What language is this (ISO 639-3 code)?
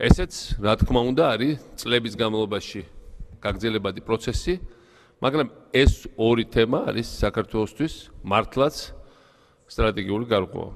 kat